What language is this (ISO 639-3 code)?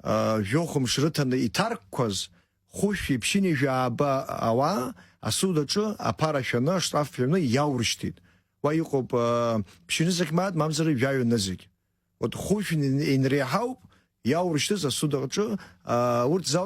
abk